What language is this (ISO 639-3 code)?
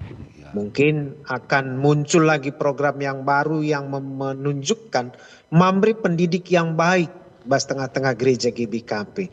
btx